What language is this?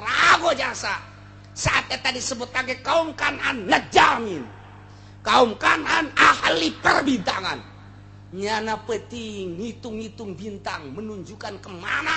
Sundanese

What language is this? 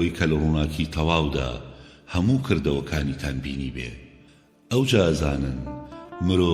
Central Kurdish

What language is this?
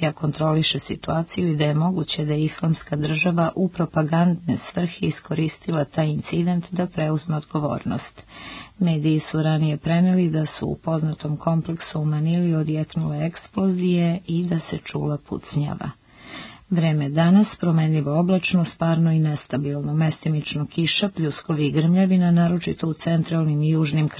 Serbian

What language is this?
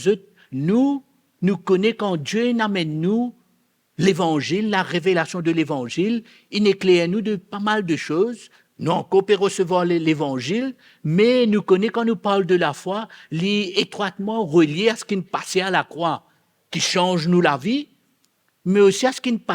Morisyen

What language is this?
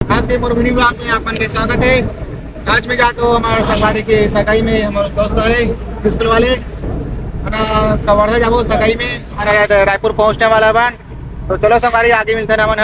Chhattisgarhi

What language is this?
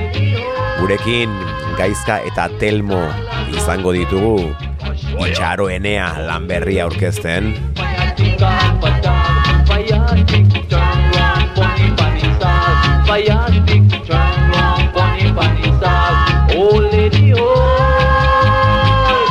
Basque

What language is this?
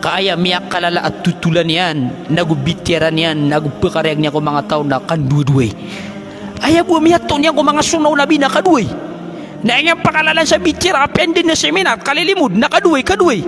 Maranao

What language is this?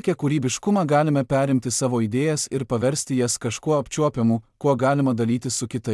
Lithuanian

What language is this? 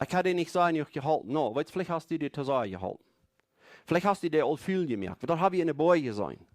Plautdietsch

